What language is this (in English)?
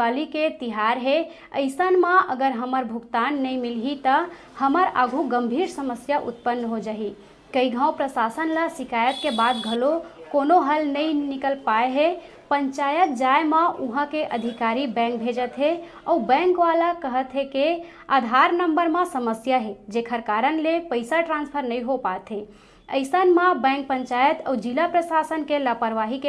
Chhattisgarhi